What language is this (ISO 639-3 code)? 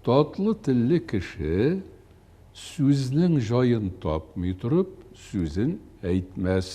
tat